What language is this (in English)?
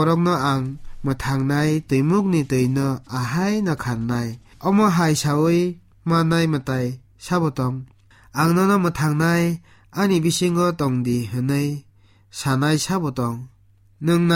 Kok Borok